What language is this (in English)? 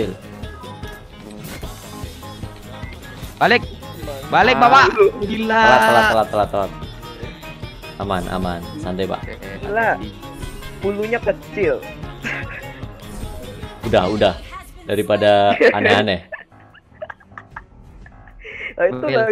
Indonesian